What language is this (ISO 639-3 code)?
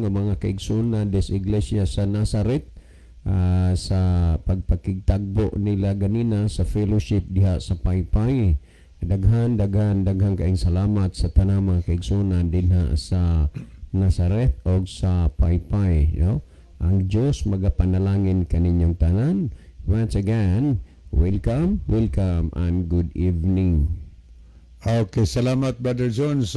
ceb